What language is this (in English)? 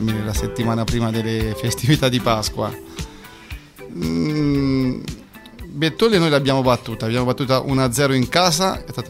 Italian